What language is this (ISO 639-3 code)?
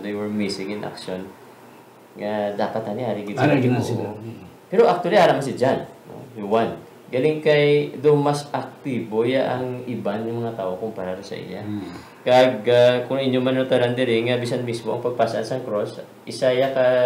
hil